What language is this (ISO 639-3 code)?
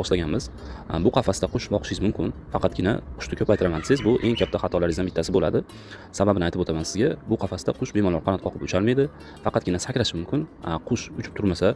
uzb